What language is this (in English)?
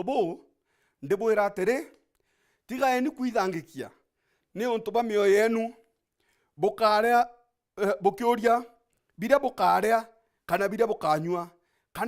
Meru